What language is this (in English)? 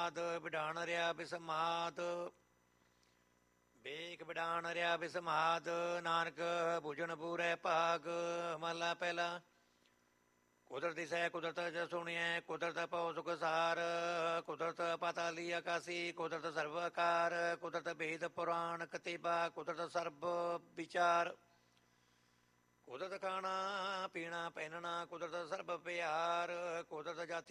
Punjabi